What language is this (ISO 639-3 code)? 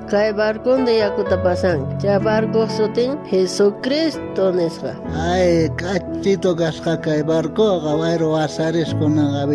quh